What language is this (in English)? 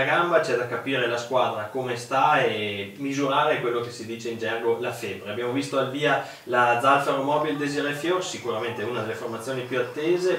Italian